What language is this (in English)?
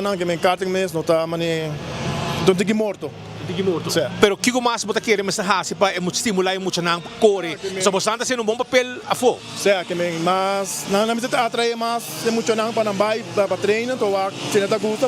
Papiamento